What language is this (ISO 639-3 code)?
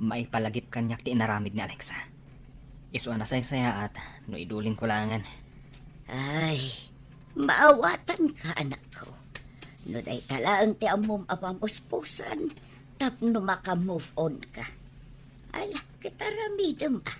ilo